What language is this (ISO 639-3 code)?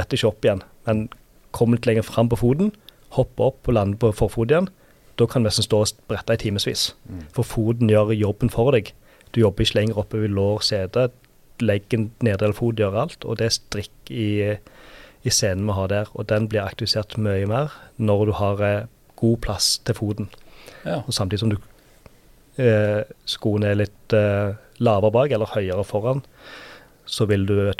nor